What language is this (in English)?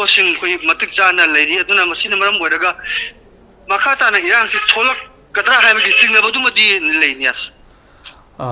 Manipuri